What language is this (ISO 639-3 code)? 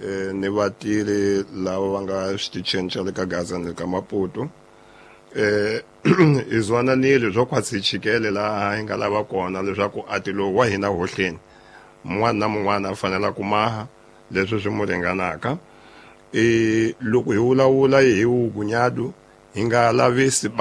tso